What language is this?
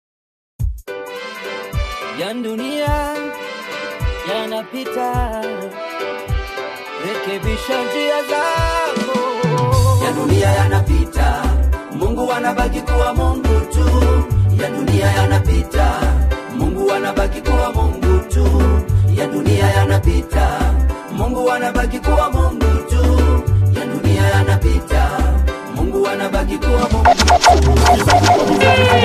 Swahili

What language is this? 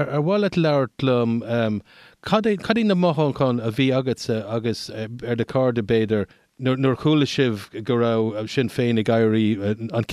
Irish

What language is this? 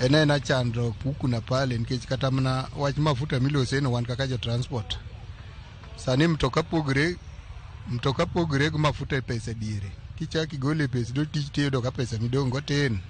Luo (Kenya and Tanzania)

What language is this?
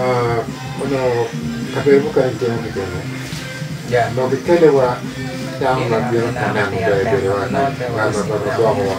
Acoli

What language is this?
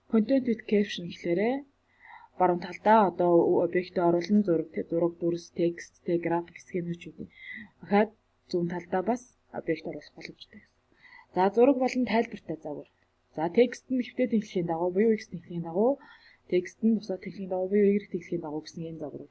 Mongolian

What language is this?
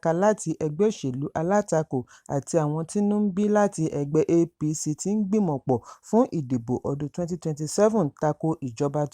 Yoruba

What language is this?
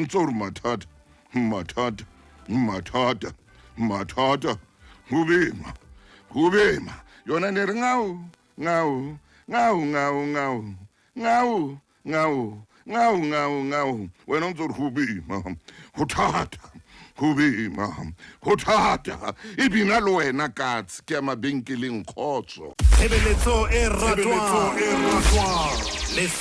Southern Sotho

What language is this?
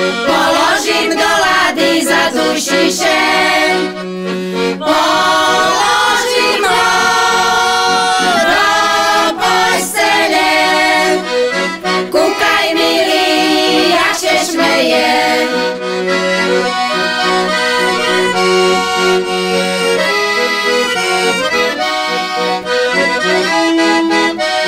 Slovak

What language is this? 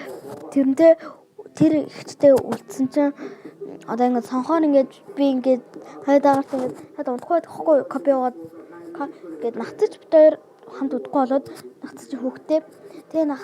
Mongolian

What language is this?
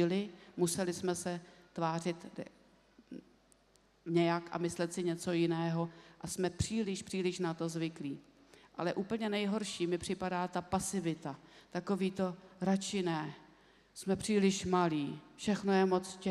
Czech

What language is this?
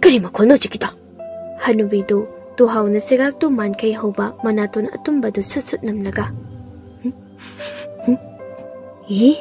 Manipuri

